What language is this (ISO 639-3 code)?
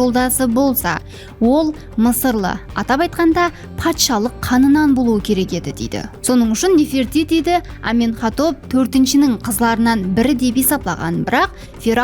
kaa